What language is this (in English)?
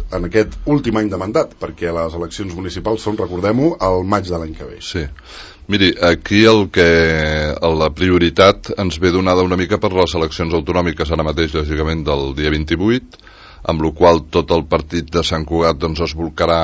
Catalan